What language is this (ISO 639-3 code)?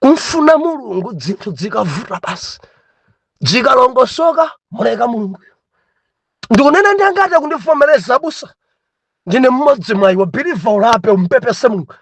nya